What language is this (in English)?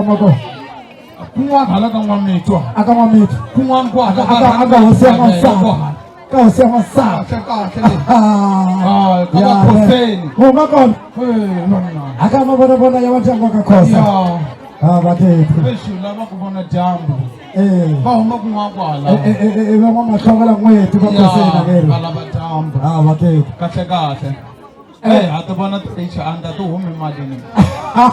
Tsonga